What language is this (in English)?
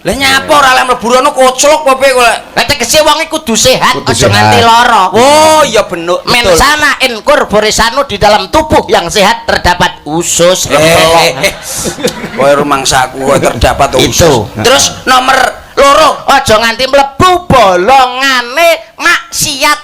Javanese